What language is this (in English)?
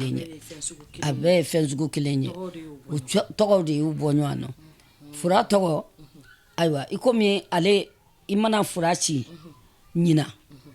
Bambara